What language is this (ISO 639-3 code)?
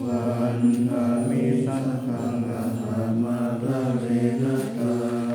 pli